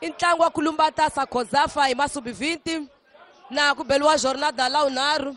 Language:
Tsonga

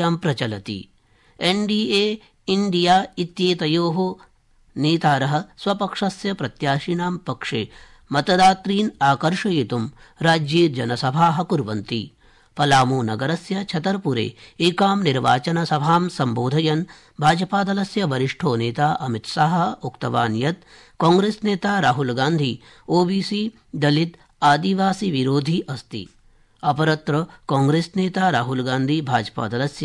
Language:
Sanskrit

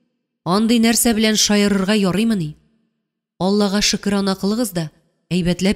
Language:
Tatar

